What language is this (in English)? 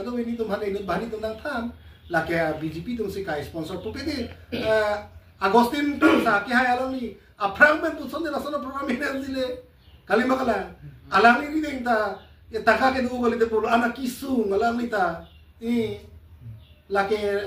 Karbi